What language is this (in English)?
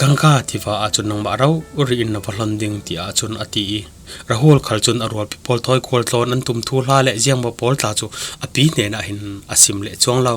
Falam Chin